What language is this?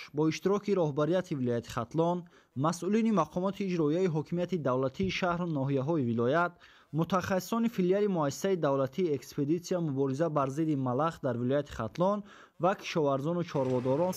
Tajik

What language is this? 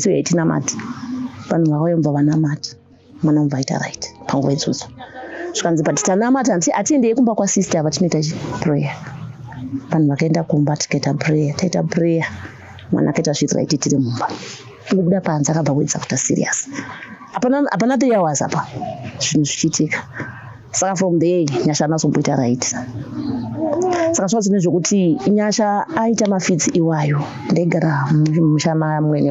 Shona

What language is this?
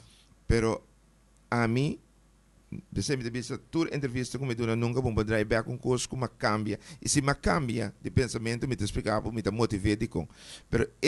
Papiamento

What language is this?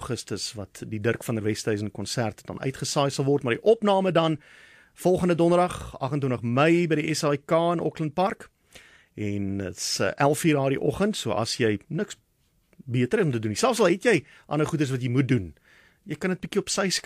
Afrikaans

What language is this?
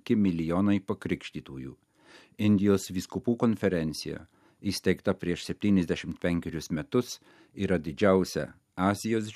Lithuanian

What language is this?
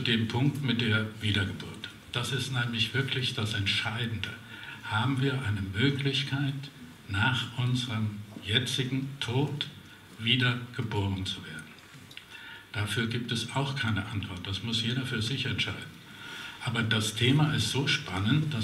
German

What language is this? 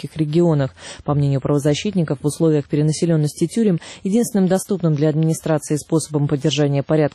Russian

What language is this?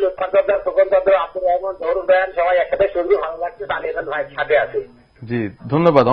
Bangla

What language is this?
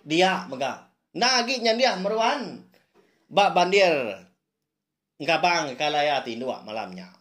Iban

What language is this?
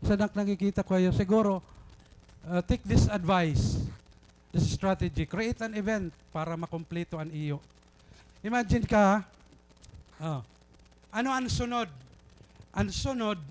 Waray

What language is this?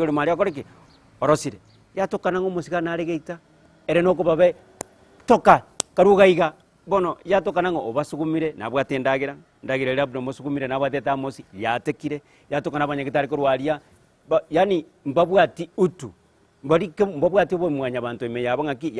Gusii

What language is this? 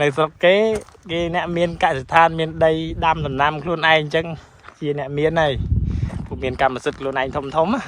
Khmer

